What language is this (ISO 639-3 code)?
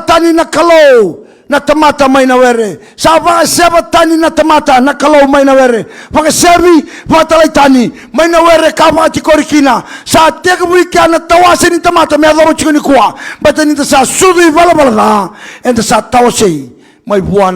fij